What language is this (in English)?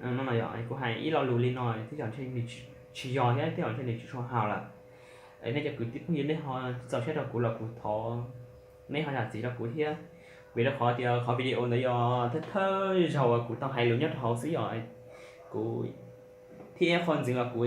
Hmong